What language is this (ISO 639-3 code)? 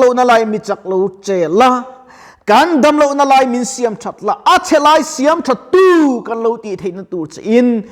lus